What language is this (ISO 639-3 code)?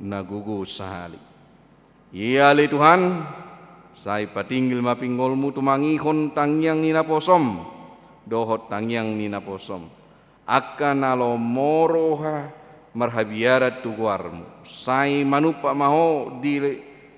bbc